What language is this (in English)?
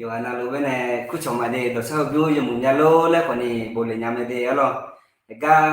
Akha